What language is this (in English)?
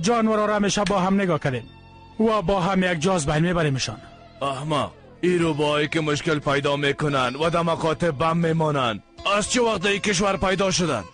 Persian